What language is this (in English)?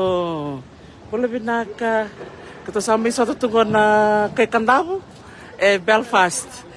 Fijian